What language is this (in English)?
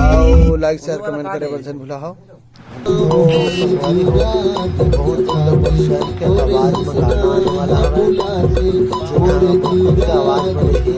Chhattisgarhi